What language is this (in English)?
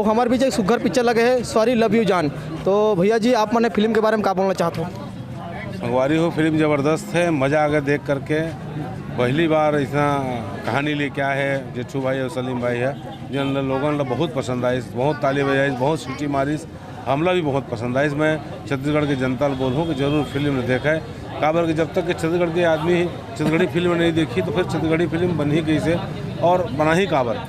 Chhattisgarhi